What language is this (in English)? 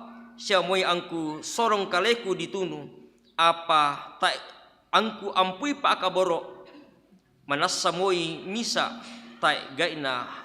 Toraja-Sa'dan